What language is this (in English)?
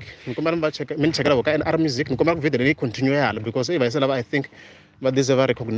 Tsonga